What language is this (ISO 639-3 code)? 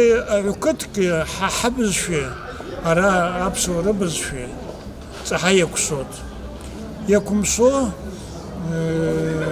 abk